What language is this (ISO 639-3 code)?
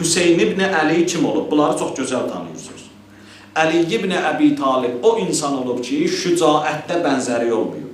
aze